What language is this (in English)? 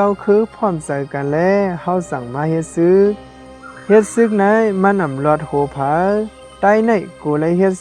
Shan